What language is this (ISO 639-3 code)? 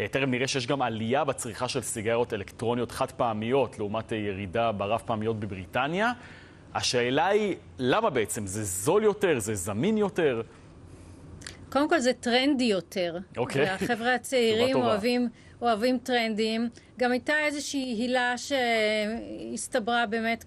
heb